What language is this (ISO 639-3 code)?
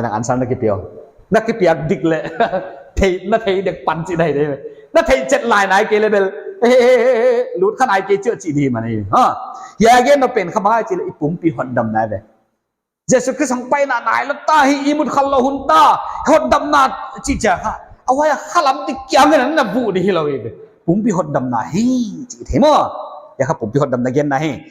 pck